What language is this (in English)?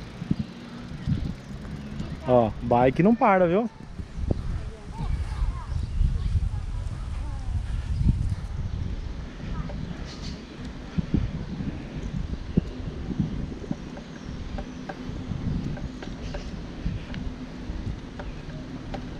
Portuguese